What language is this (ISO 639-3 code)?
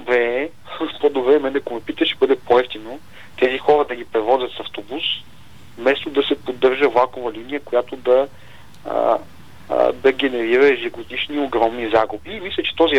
bul